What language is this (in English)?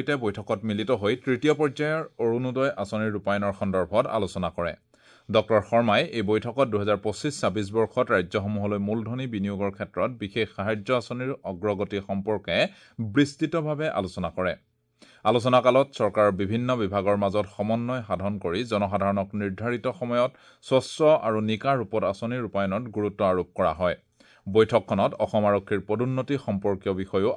Assamese